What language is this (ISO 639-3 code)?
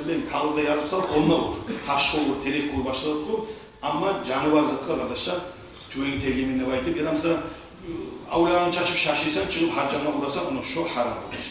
kum